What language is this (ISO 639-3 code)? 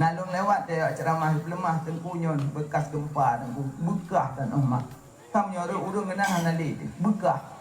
ace